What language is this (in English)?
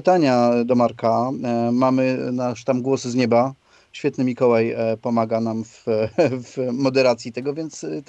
Polish